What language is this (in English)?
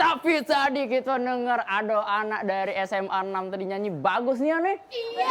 Musi